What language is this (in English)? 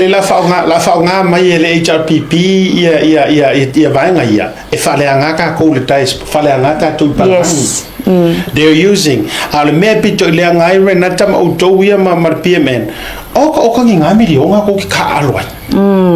Samoan